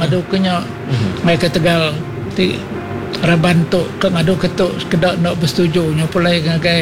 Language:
Iban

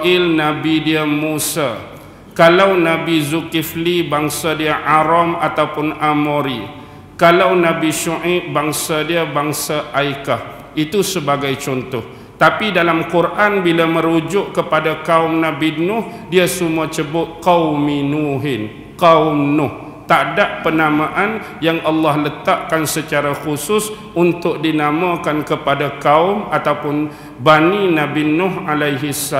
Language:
Malay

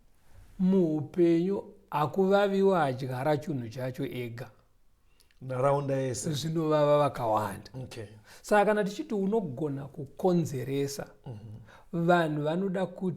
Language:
Shona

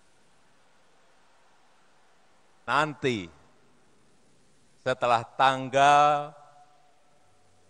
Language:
Indonesian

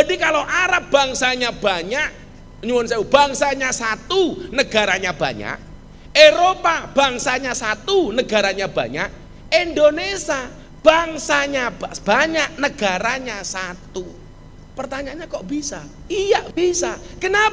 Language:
Indonesian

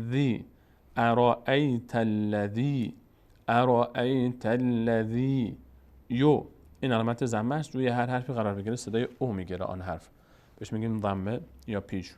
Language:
Persian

